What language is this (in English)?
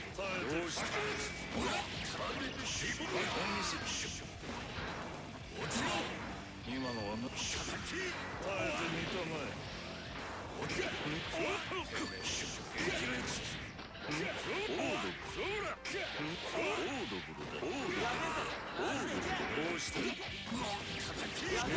Japanese